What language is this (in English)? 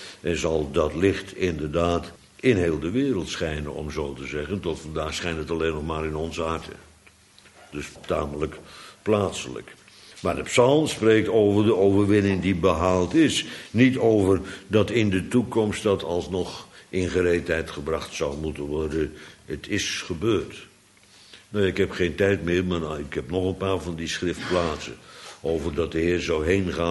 Dutch